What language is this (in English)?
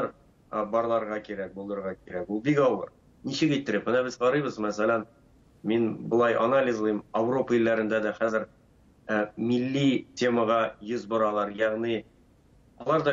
Tatar